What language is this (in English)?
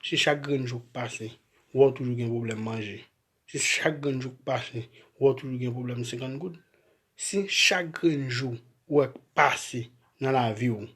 Haitian Creole